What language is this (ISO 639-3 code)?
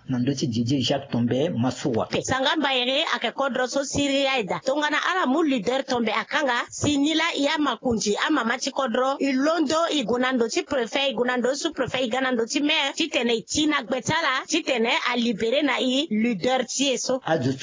sag